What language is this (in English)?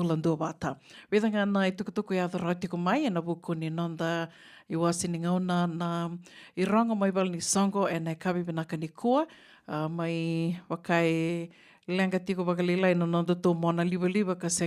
Fijian